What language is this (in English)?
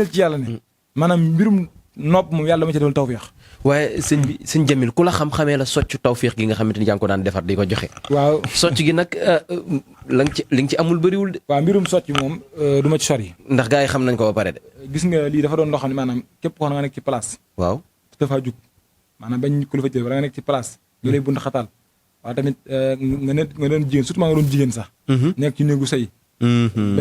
Wolof